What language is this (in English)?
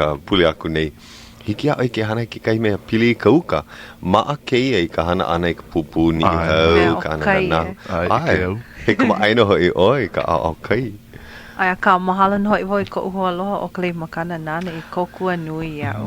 Hawaiian